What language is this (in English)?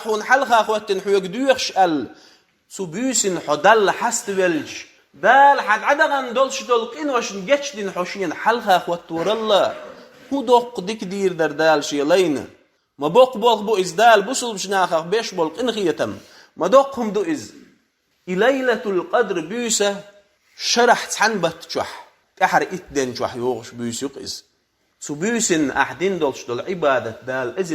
Chechen